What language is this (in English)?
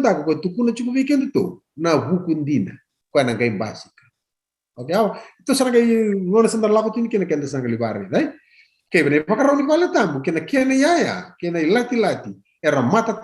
Fijian